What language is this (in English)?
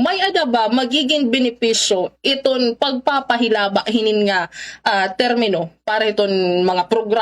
Waray